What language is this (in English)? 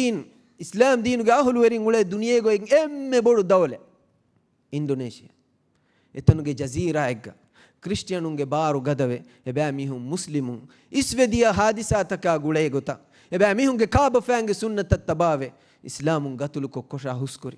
Divehi